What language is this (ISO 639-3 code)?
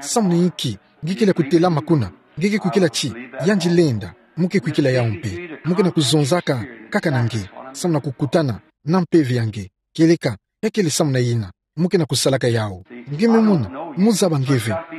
ktu